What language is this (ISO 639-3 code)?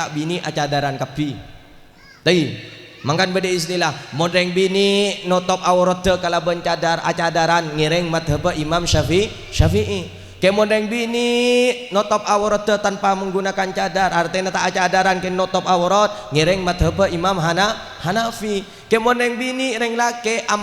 mad